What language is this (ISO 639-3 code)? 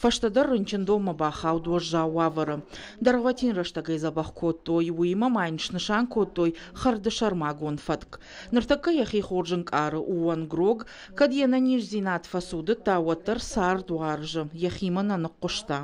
oss